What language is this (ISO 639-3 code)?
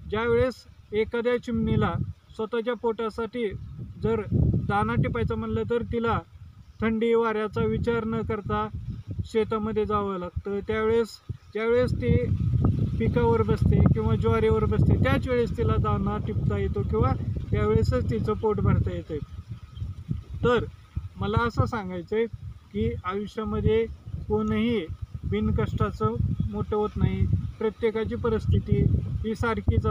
mar